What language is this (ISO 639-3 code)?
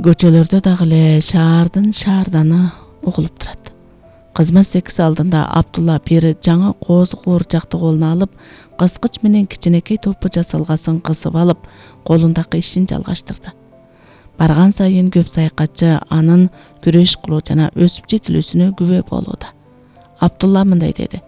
kir